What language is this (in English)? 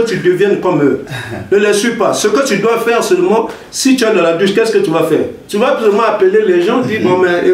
French